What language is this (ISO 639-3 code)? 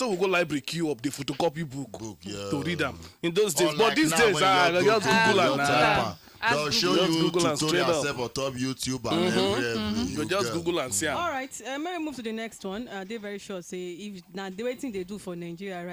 pcm